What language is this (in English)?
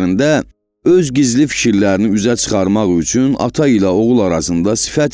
Azerbaijani